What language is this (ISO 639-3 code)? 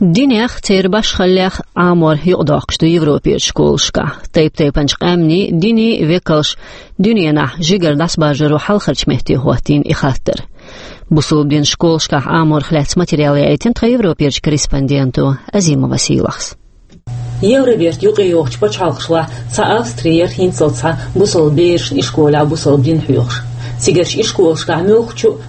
che